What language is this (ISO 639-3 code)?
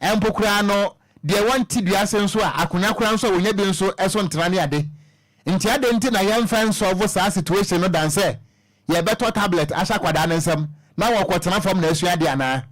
aka